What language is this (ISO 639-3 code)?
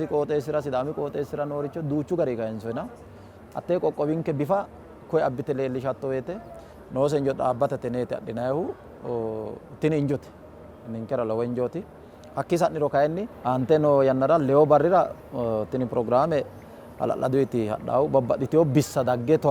sid